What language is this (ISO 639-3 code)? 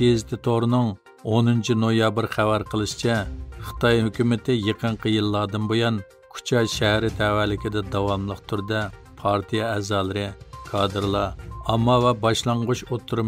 uig